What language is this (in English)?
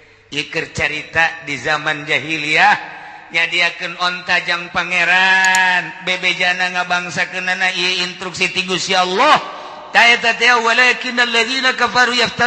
Sundanese